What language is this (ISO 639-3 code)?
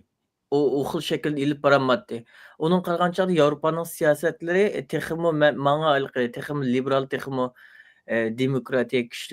uig